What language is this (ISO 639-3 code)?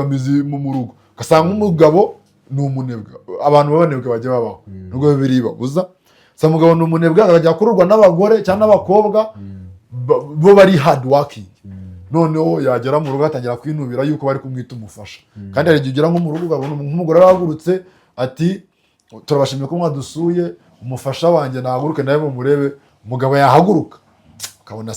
kin